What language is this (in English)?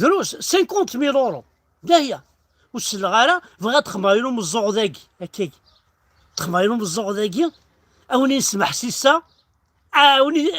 Kabyle